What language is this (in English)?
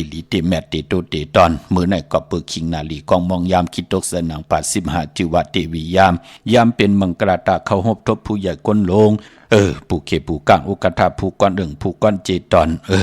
Shan